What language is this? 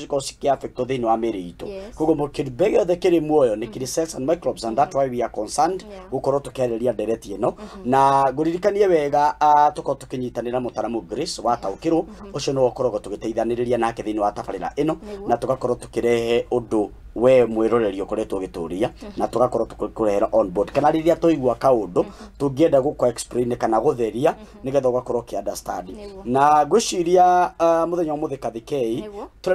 Kikuyu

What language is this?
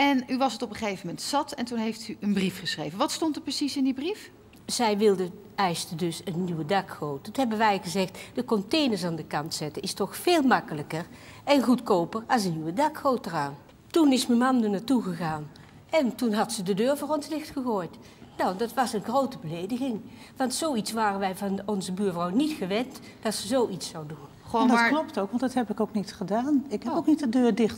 Dutch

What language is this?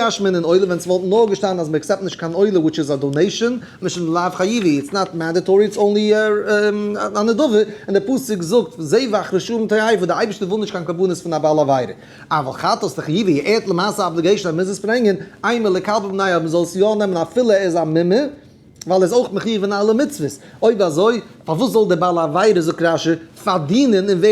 Yiddish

